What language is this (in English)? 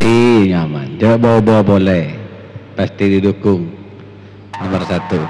Madurese